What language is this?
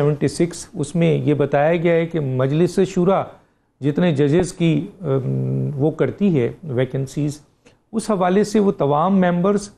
Urdu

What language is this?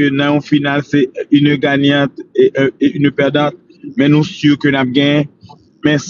Haitian Creole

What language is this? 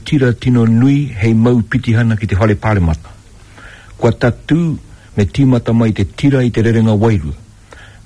Māori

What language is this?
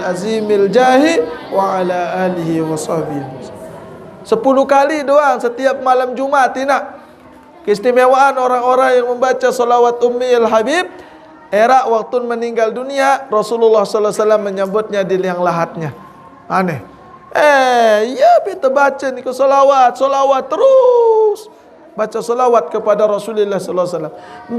Sasak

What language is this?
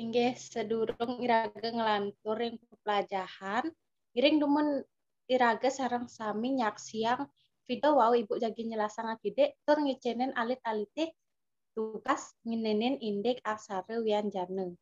Balinese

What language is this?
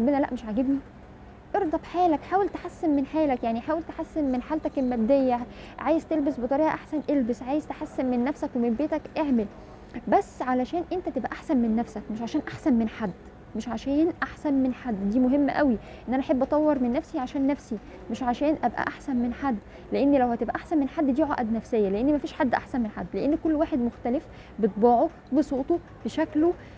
Egyptian Arabic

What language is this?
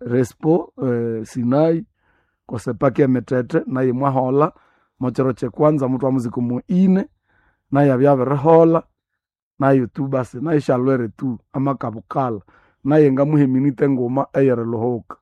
Nande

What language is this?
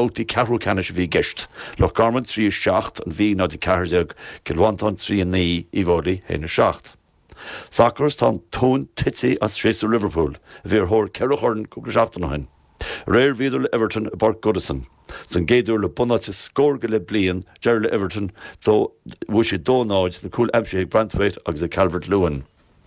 Irish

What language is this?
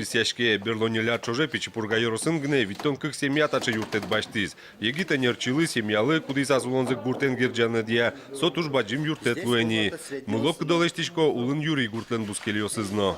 Udmurt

